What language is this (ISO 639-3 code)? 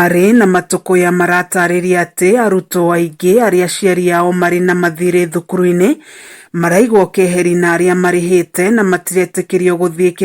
kik